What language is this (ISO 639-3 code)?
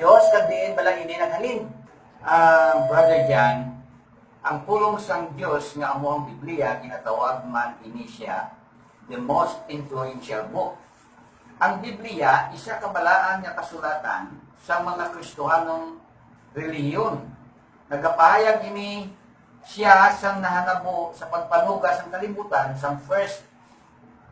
hil